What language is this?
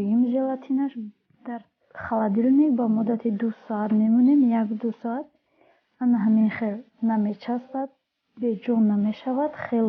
Tajik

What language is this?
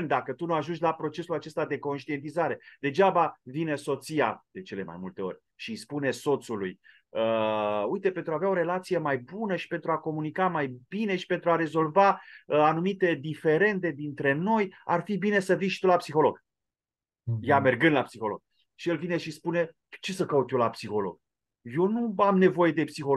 Romanian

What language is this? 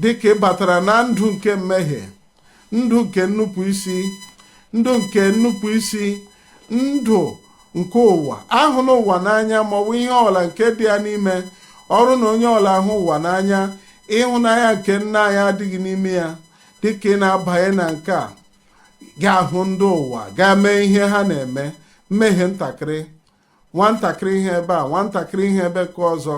Igbo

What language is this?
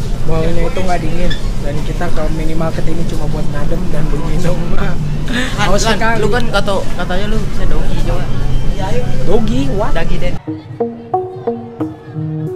Indonesian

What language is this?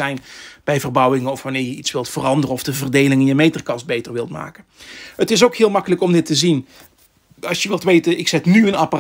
Dutch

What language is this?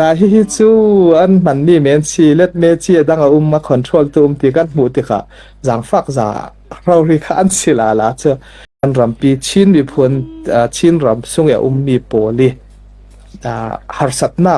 Falam Chin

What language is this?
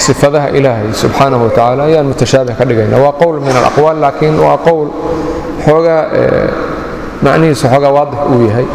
Somali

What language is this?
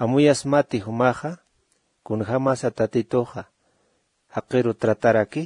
Aymara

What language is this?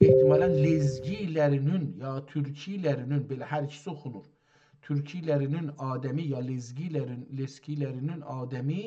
South Azerbaijani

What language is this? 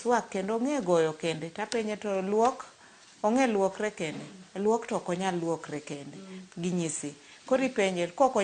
Luo (Kenya and Tanzania)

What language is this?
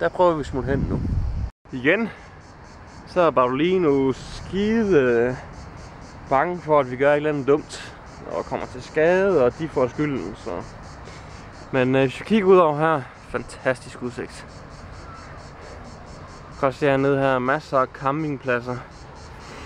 Danish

